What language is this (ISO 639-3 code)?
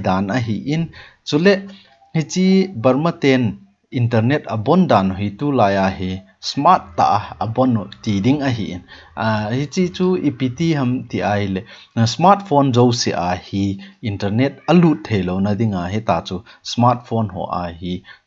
tcz